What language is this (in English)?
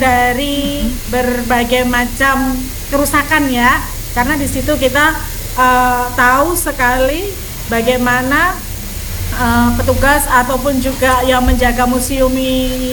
Indonesian